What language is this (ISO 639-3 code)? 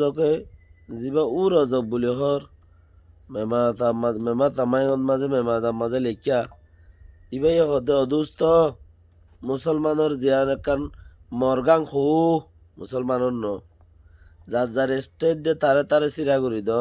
rhg